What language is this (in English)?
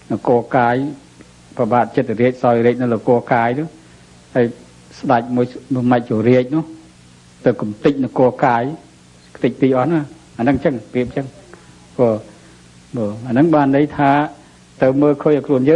Khmer